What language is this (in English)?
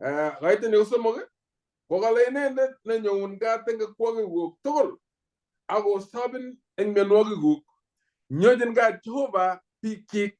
Kalenjin